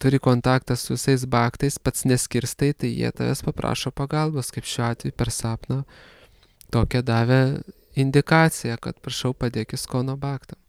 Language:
Lithuanian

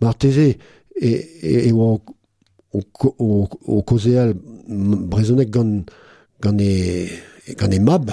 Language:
Breton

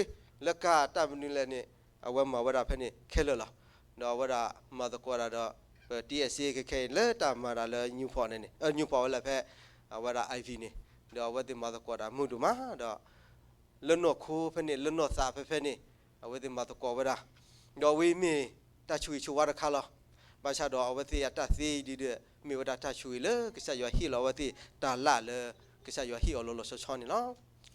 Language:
S'gaw Karen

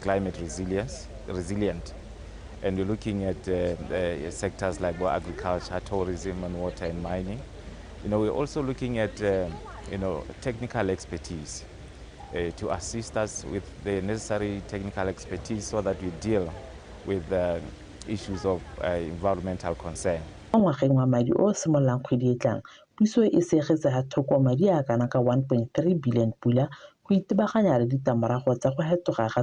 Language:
Tswana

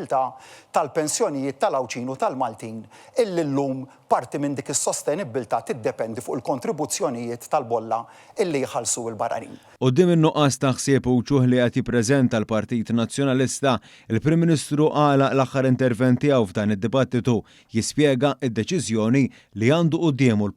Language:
Maltese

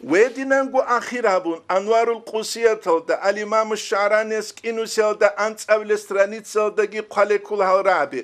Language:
Avaric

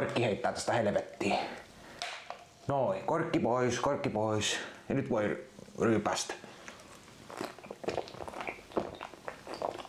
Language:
Finnish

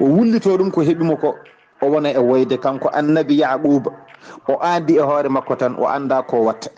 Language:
Fula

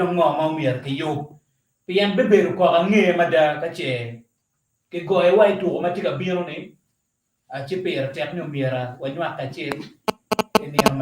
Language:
Acoli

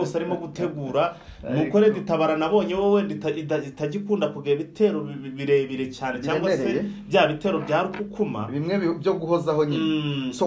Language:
Kinyarwanda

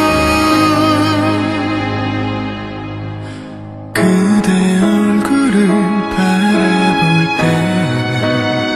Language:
Korean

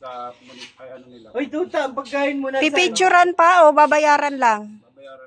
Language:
Filipino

